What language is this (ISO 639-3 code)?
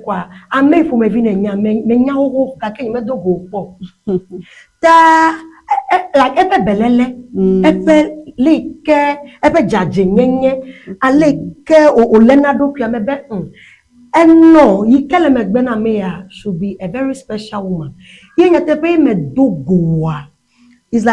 ewe